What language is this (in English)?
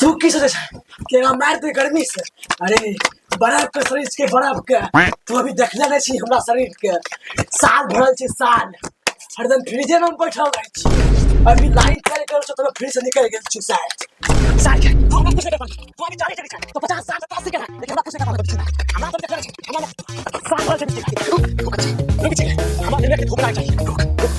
Angika